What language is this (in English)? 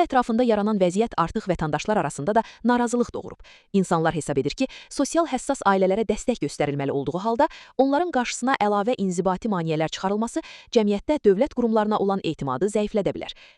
Azerbaijani